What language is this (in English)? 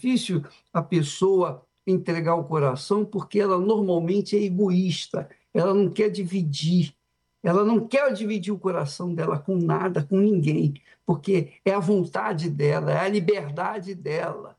Portuguese